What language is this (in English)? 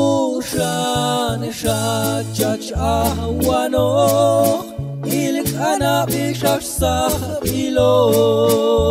Popti'